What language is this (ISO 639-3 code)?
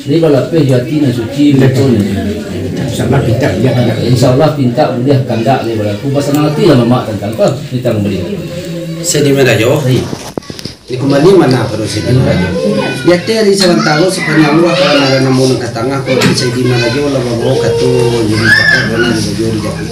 min